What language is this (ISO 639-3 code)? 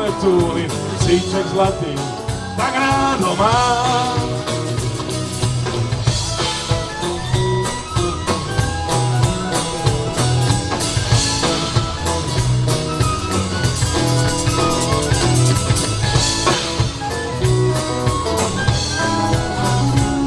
slk